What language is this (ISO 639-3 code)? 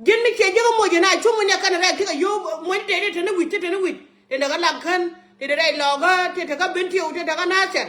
nus